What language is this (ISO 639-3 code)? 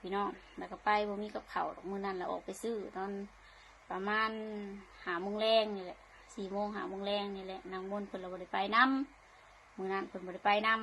lao